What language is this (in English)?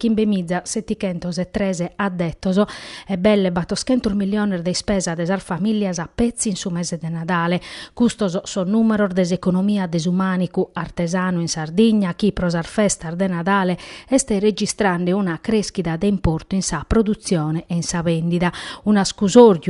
Sardinian